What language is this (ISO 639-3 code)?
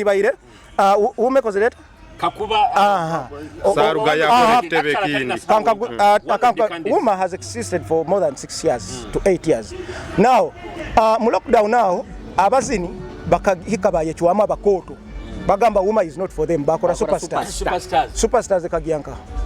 nyo